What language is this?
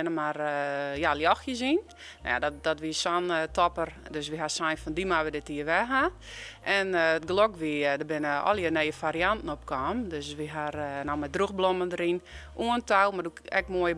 Western Frisian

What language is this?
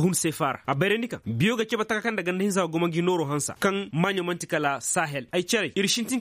Koyraboro Senni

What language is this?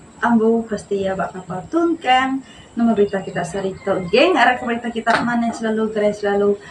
Iban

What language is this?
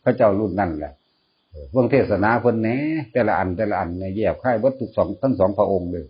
Northeastern Thai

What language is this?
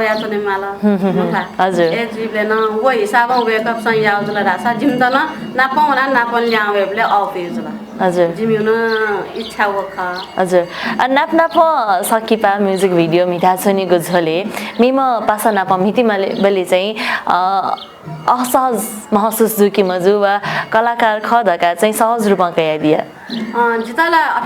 Newari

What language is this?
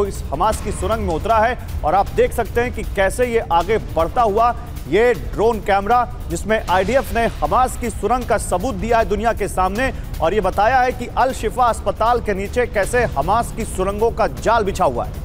Hindi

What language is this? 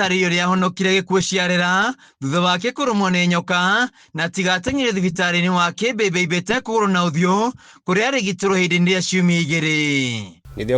Kikuyu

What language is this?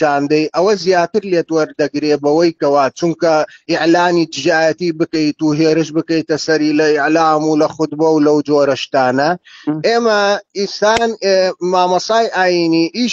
Central Kurdish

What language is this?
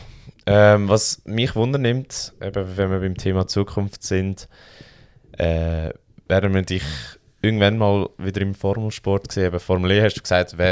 Swiss German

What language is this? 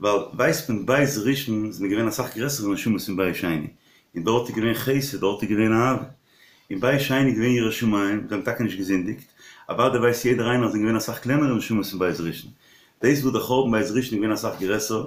Yiddish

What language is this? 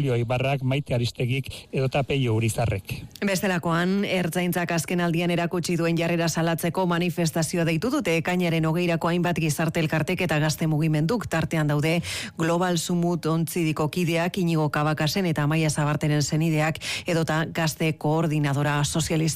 Basque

